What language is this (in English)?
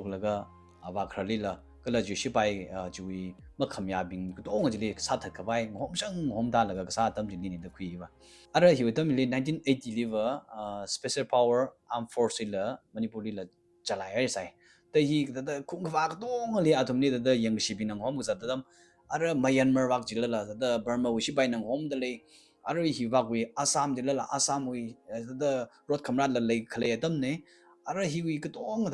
Tangkhul Naga (India)